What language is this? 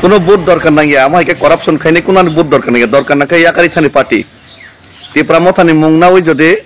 Kok Borok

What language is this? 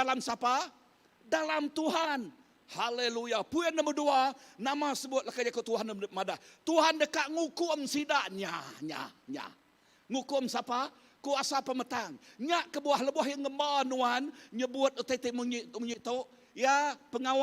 Iban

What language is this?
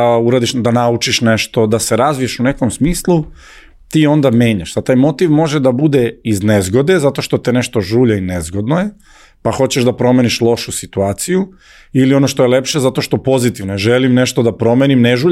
Serbian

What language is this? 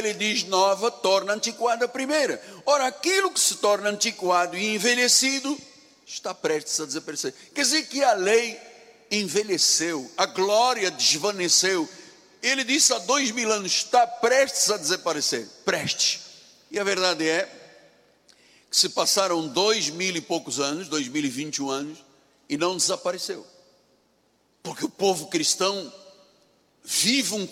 Portuguese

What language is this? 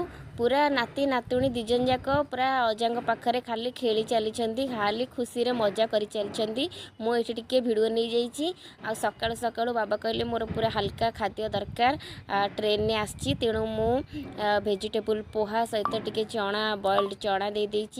Odia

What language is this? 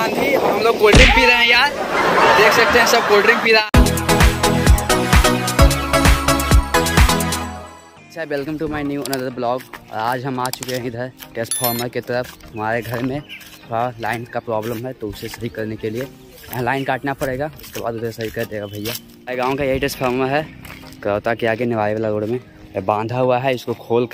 Hindi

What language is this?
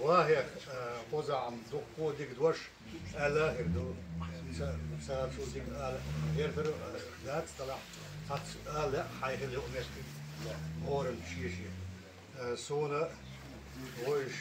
Chechen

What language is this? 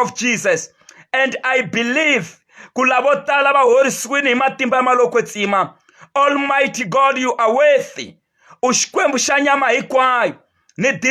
Tsonga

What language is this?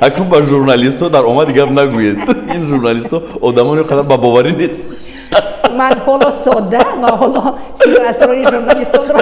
Tajik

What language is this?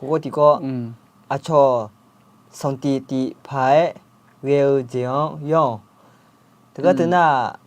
Akha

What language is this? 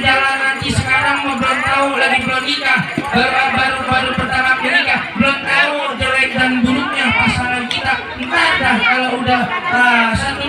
Betawi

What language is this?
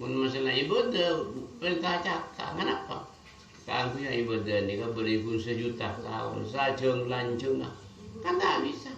Madurese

